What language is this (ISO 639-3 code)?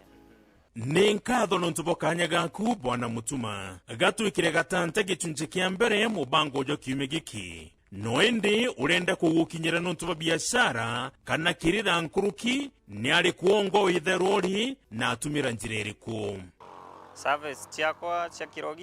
mer